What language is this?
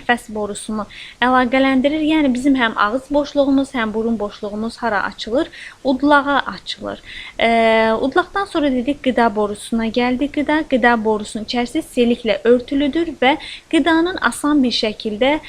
Azerbaijani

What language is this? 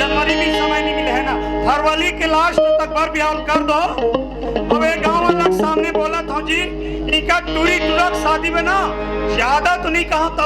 Chhattisgarhi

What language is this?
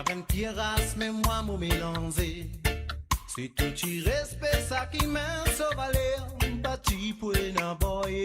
Morisyen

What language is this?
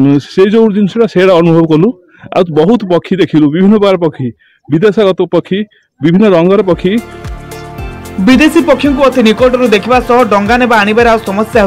Odia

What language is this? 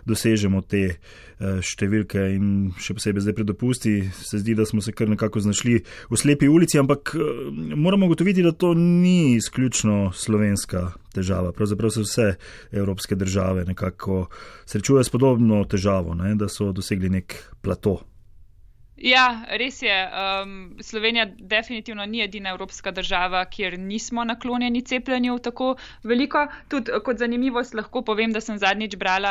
Slovenian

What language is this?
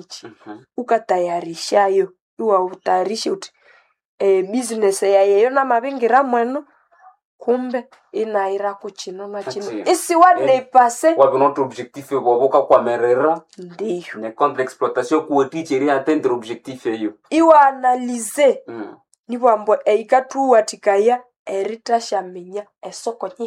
Nande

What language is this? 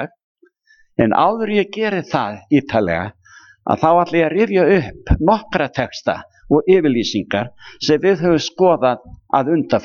Icelandic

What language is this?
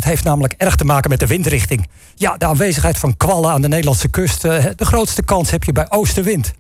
Dutch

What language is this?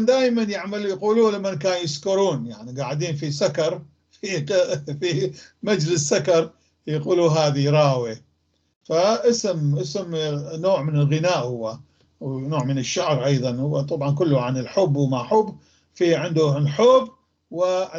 North Levantine Arabic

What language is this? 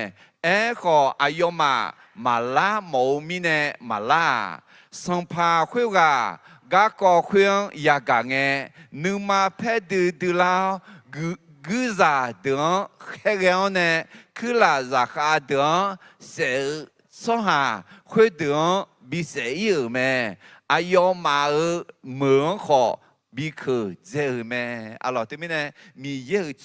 Akha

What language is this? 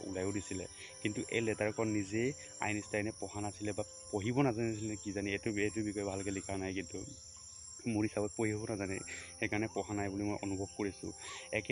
Assamese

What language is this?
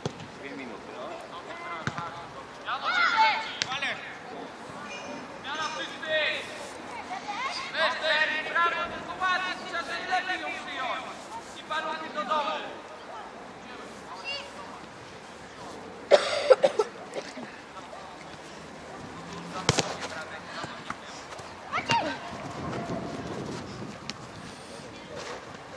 Polish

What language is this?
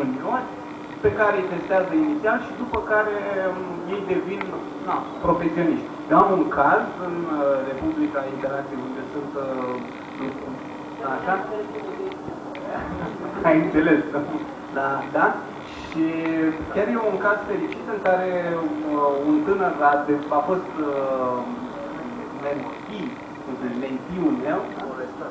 Romanian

